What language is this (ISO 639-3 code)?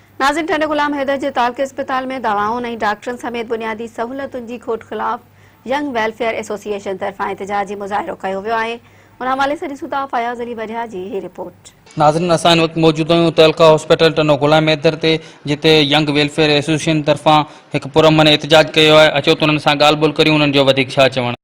snd